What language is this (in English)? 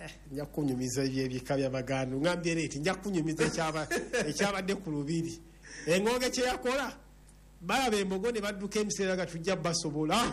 Ganda